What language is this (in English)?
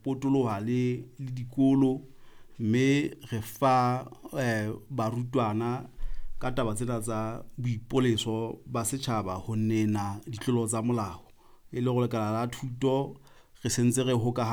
Southern Sotho